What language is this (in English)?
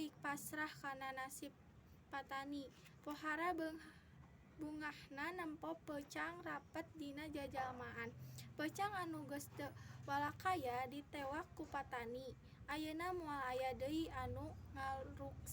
Sundanese